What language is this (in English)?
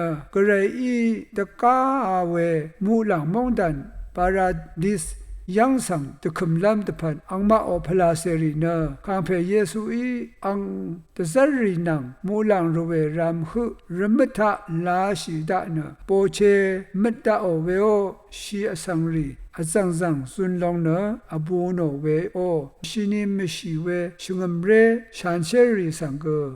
Rawang